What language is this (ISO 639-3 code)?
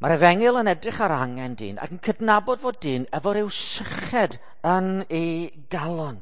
cym